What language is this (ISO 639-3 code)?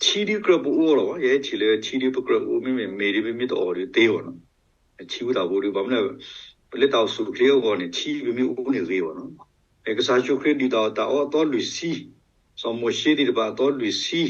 ksw